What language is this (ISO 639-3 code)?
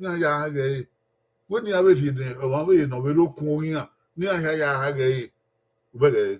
bin